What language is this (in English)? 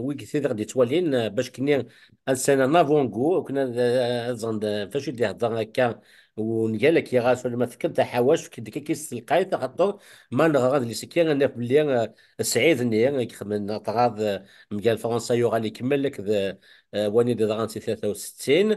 Kabyle